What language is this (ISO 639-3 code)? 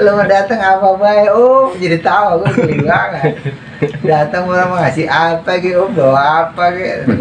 bew